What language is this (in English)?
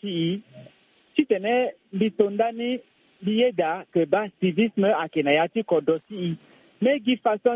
Sango